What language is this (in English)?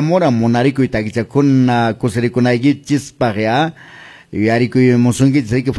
Quechua